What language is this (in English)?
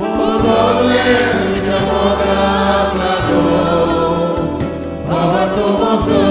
Konkani